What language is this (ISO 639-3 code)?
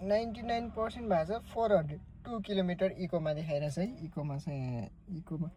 nep